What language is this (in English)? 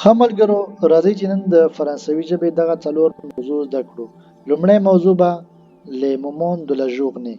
Pashto